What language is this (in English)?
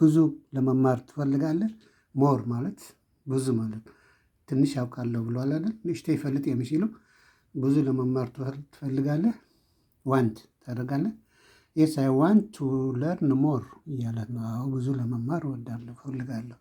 Amharic